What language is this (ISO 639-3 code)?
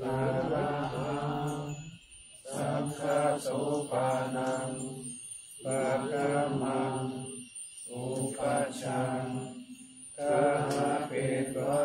pli